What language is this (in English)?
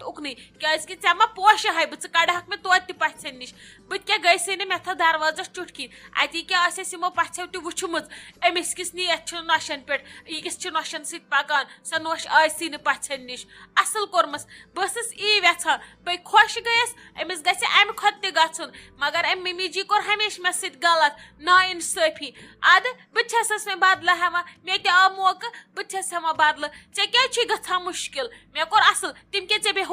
Kashmiri